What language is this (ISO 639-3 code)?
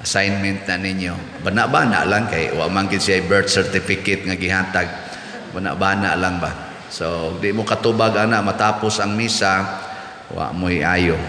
ceb